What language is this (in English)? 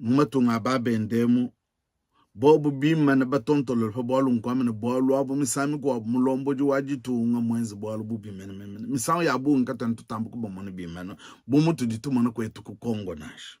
Luba-Lulua